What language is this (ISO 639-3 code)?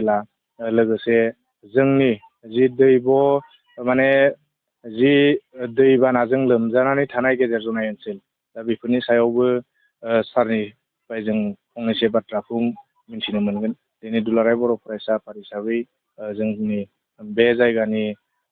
brx